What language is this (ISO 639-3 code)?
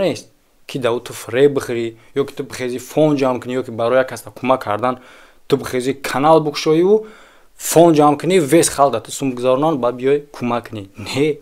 tgk